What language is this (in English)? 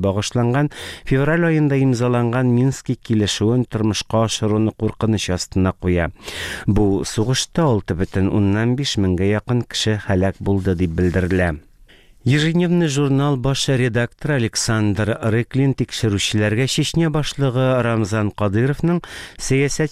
Tatar